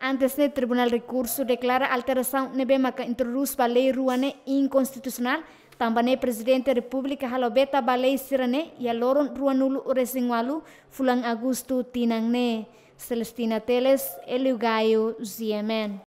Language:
Tetum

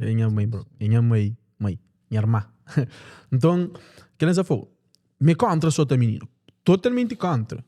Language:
Kabuverdianu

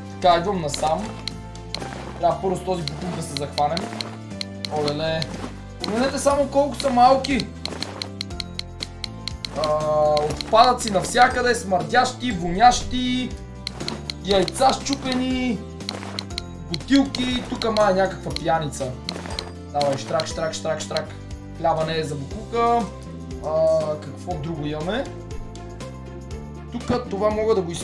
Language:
Bulgarian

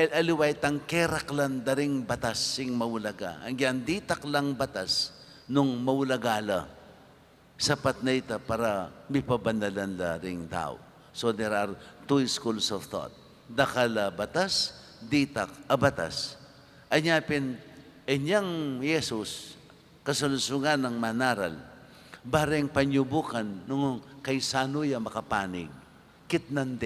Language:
Pampanga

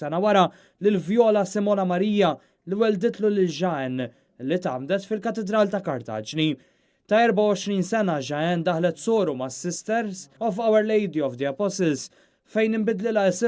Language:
Maltese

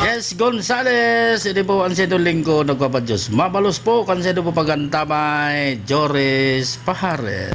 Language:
Bikol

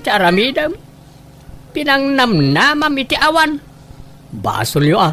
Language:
Iloko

